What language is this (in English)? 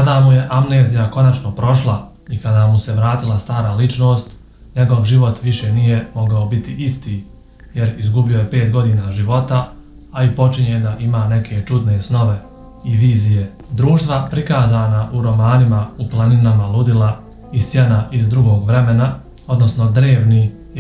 Bosnian